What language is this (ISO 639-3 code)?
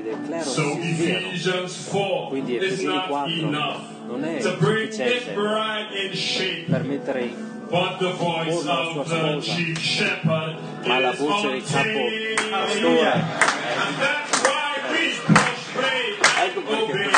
ita